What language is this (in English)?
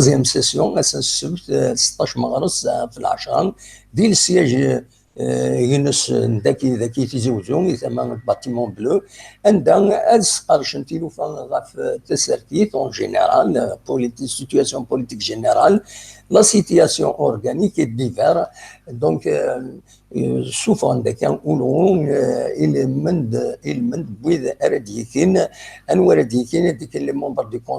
Kabyle